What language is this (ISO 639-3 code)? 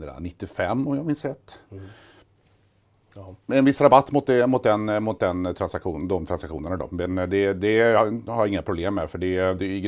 swe